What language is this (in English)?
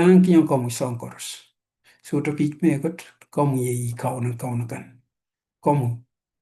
Pohnpeian